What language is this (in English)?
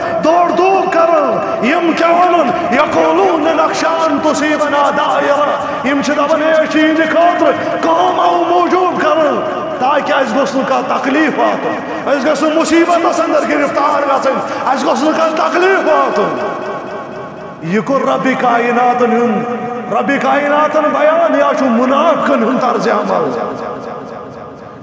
Kashmiri